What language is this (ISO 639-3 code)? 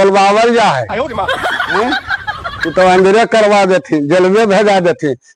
mag